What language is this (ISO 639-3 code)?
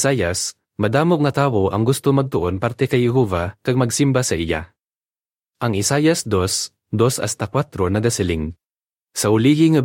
hil